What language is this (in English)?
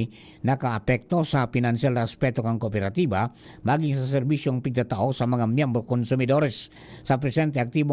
Bikol